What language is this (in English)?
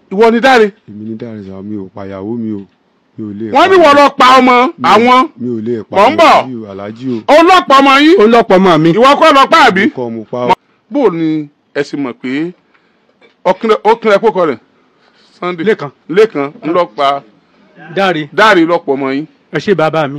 Yoruba